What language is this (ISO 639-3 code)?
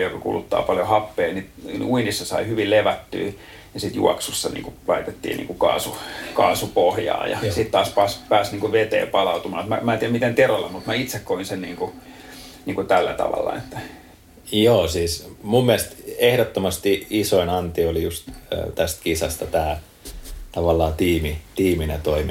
fin